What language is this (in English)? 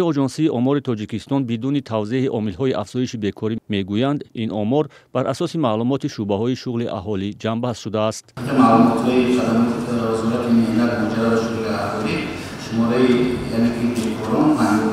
Tajik